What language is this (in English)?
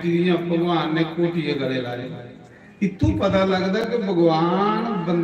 Dogri